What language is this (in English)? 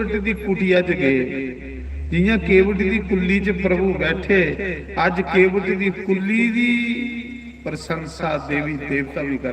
Dogri